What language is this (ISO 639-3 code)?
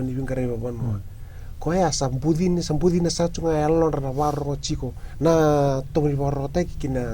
fij